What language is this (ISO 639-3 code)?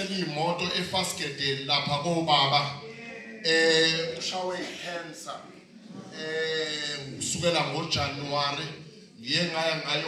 zul